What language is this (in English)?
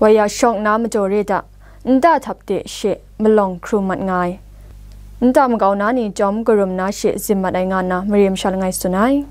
Kachin